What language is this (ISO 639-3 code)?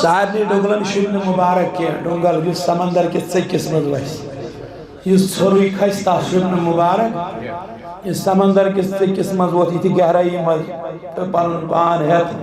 kas